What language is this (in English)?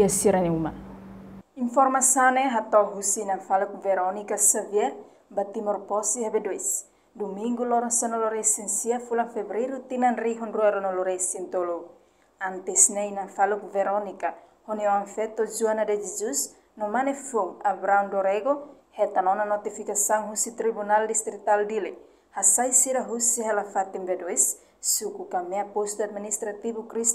Tetum